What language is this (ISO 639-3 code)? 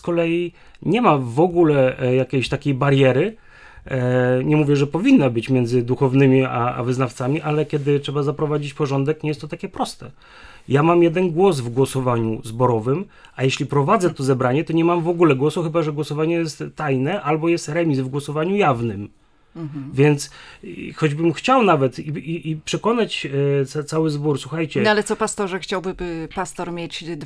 pol